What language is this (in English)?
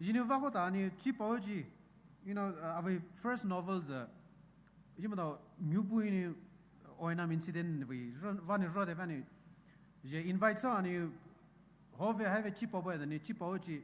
Poumei Naga